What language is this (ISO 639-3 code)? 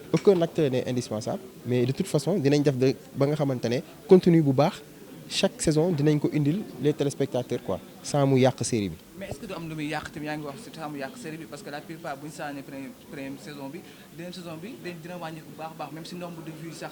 wol